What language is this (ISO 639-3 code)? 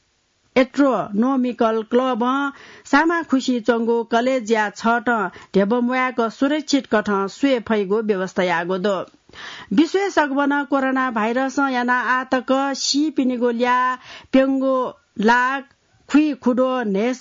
new